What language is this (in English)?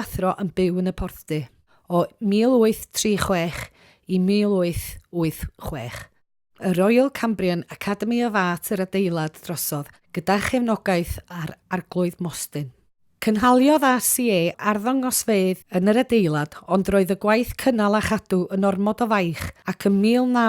Welsh